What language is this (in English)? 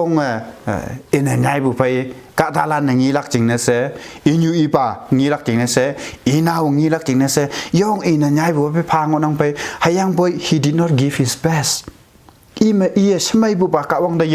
Konyak Naga